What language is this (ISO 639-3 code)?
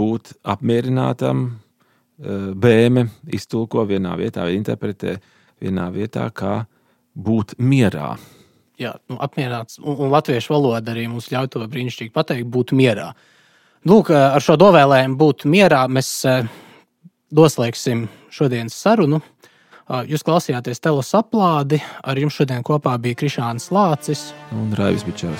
lav